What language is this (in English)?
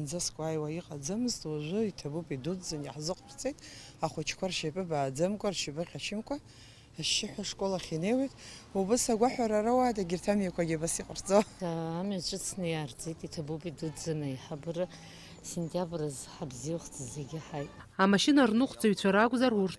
Abkhazian